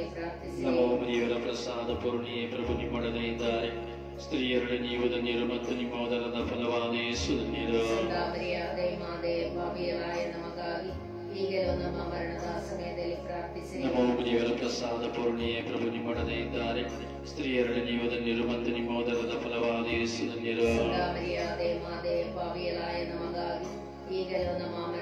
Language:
Kannada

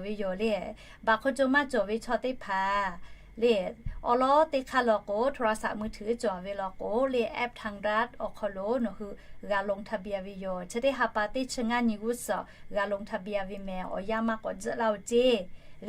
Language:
Lahu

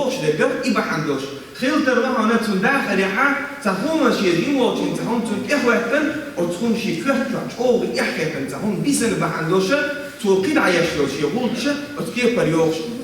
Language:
Chechen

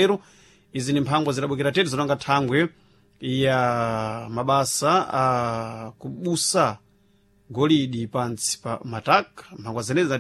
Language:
Sena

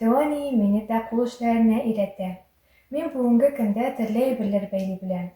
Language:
Tatar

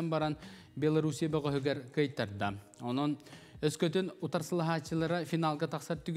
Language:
Yakut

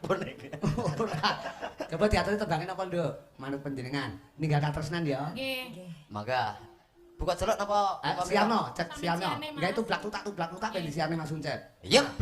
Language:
Javanese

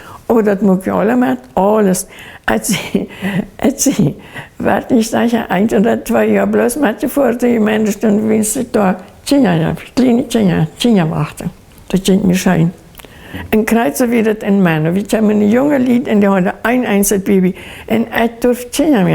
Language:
Plautdietsch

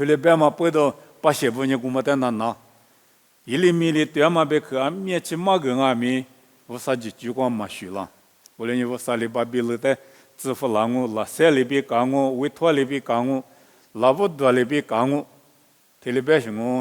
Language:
Lisu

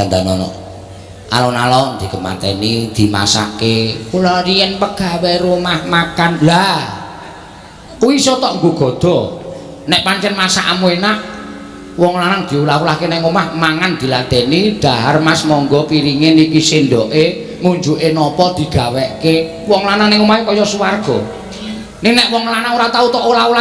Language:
Javanese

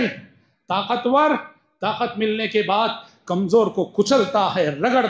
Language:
Urdu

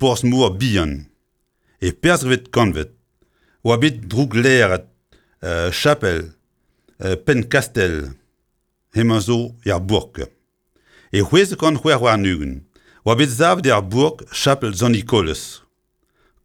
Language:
Breton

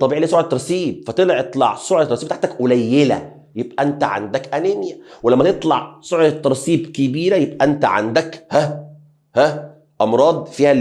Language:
Egyptian Arabic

